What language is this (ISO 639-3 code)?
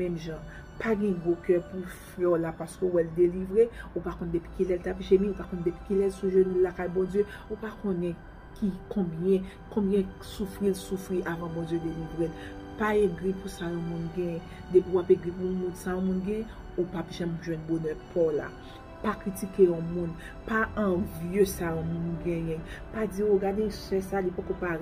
hat